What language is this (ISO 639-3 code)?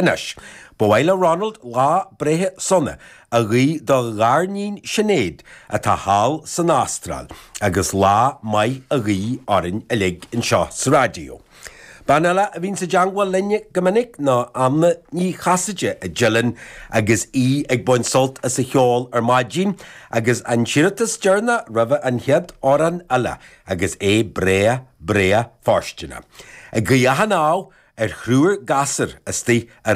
gle